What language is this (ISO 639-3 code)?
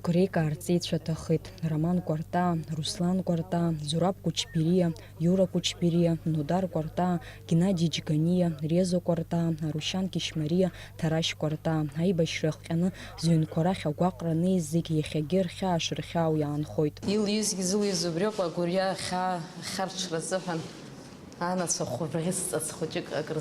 abk